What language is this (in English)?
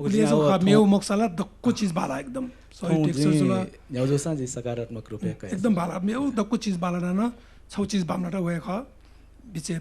Newari